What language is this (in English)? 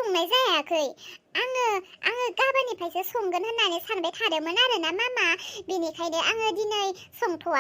Bodo